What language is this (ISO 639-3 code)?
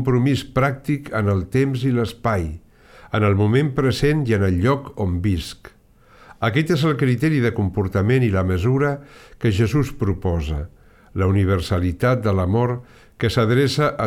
cat